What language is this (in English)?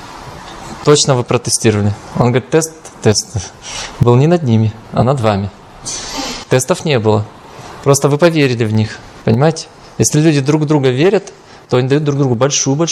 Russian